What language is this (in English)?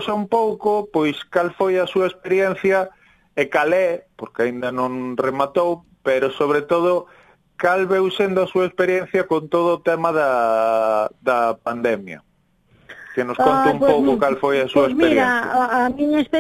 Galician